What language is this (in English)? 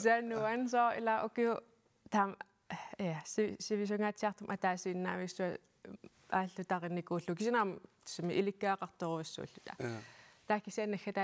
Kalaallisut